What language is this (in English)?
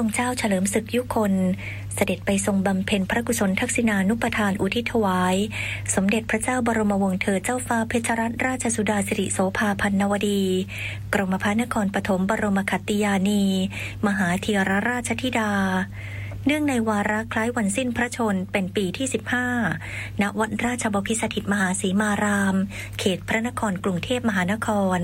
Thai